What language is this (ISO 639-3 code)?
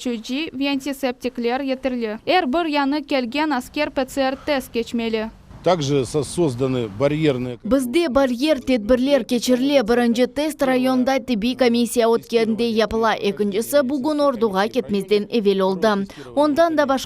crh